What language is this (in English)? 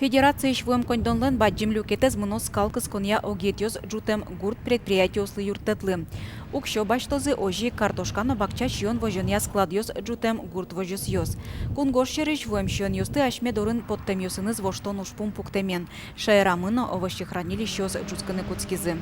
Udmurt